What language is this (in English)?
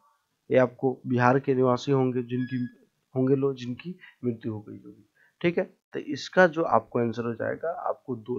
Hindi